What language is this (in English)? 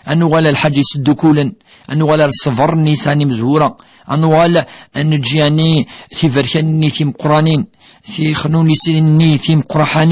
Kabyle